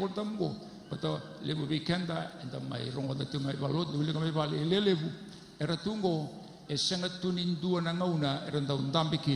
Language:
Fijian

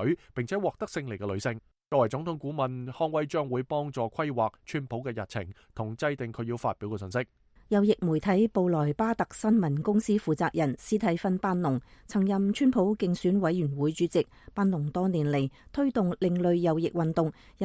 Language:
Cantonese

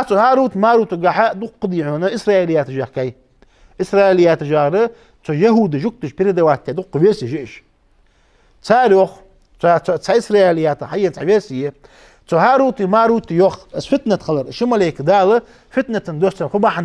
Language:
Ingush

